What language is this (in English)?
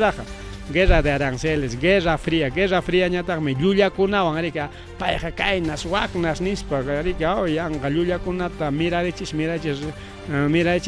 Ayacucho Quechua